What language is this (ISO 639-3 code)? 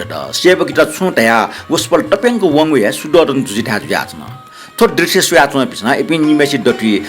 new